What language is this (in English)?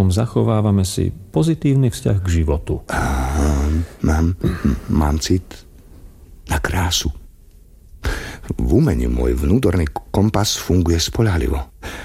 Slovak